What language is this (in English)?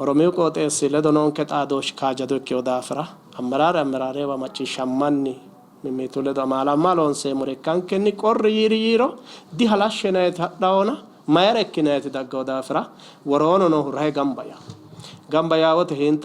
Sidamo